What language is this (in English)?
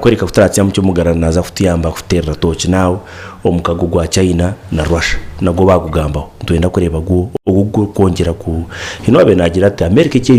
Nyankole